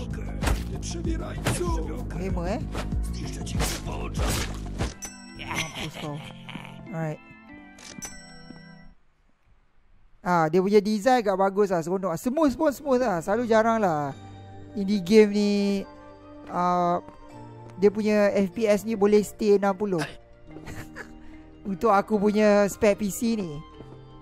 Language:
Malay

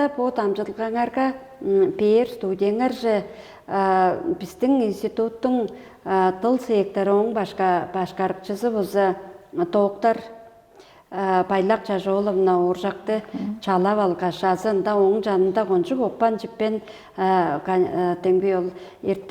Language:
Tuvinian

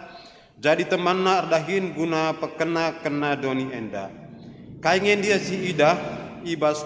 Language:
Batak Karo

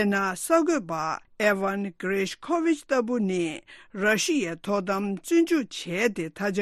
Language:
Tibetan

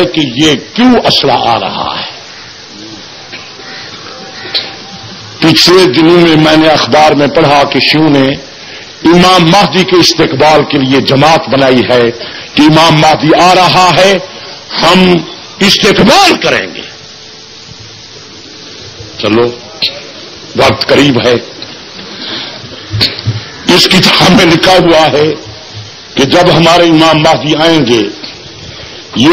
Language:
Urdu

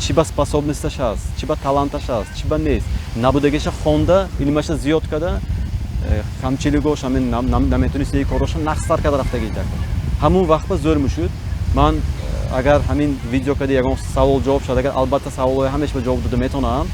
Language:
Tajik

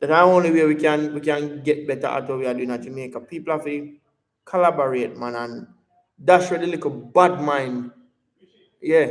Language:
Jamaican Creole English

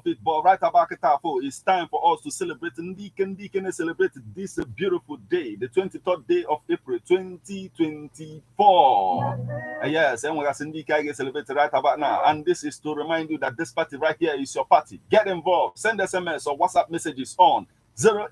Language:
Igbo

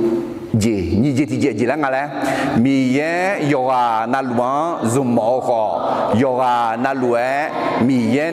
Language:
Akha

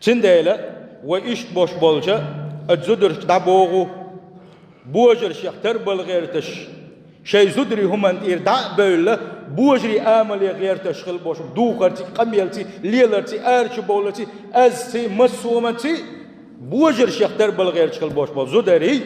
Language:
Chechen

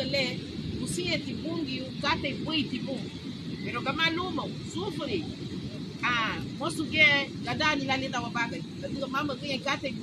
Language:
Garifuna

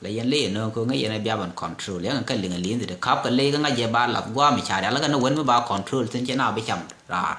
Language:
Nuer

